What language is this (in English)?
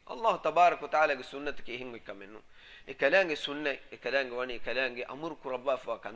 Divehi